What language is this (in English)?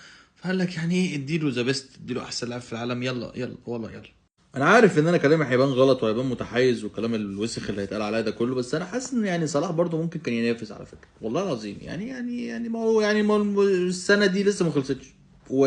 Egyptian Arabic